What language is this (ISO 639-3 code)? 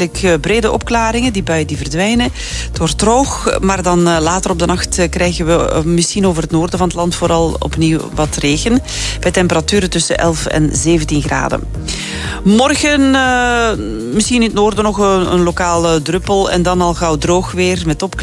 nld